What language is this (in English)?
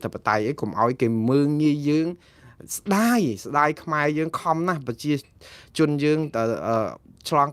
Khmer